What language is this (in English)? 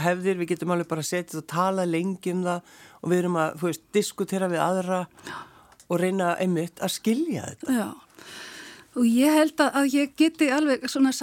Icelandic